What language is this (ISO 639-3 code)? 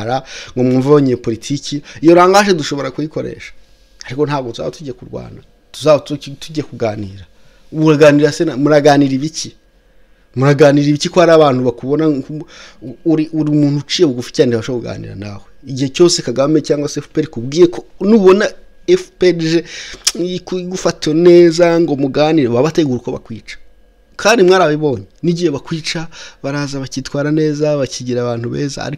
kin